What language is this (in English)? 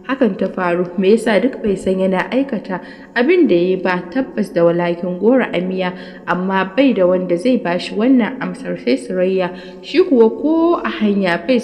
Hausa